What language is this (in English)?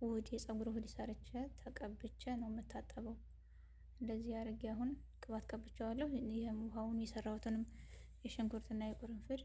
Amharic